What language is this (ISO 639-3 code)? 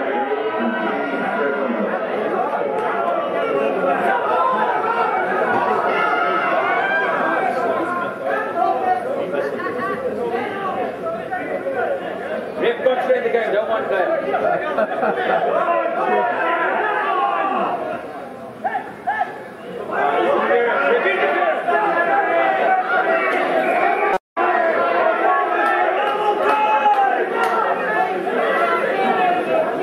eng